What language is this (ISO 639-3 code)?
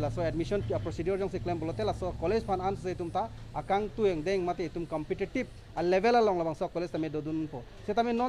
mjw